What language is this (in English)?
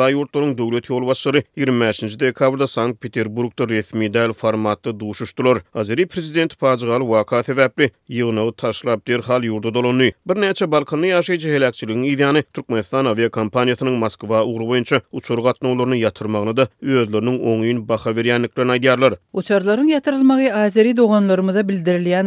Turkmen